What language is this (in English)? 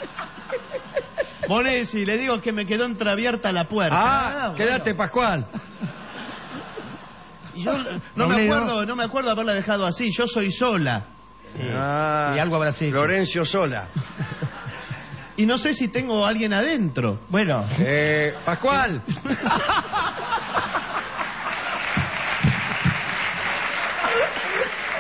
Spanish